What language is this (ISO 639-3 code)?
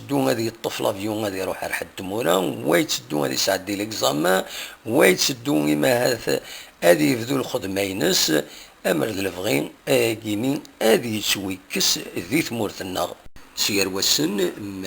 kab